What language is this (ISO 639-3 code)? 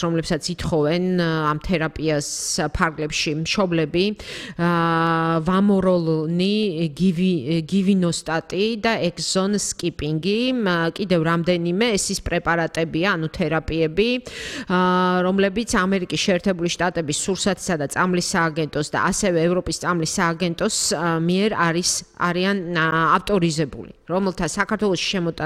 kat